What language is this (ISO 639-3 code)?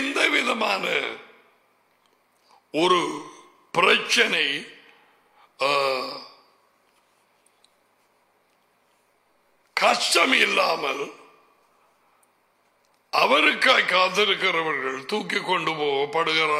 tam